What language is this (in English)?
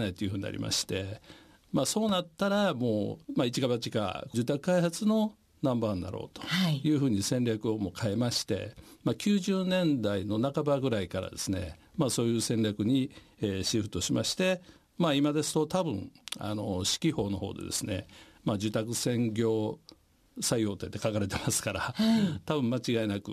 Japanese